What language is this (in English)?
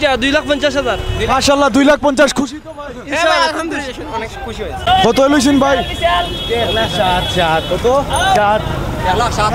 Sylheti